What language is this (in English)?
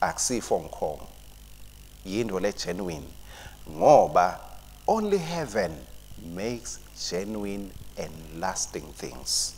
Swati